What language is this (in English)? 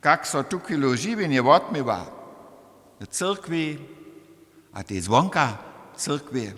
Upper Sorbian